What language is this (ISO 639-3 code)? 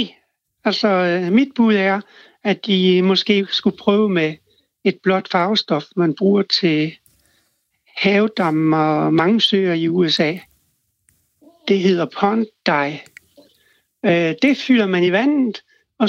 dan